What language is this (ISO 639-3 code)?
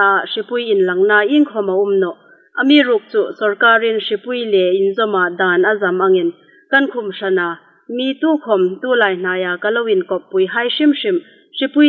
hmr